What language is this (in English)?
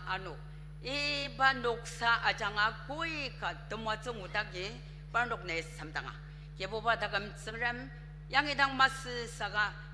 Ao Naga